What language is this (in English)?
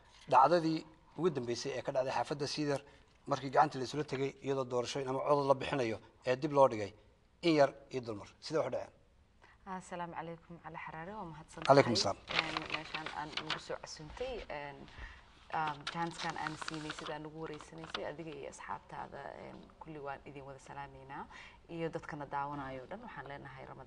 Somali